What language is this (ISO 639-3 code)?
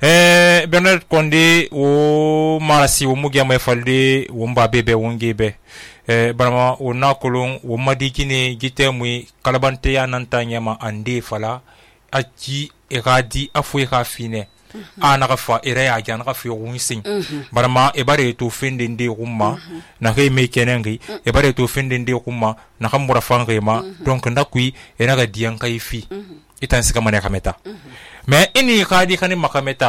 sus